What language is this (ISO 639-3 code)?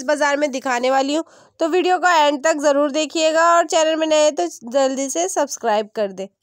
hin